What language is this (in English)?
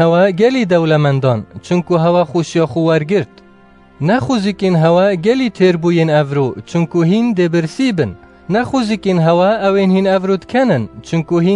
Kurdish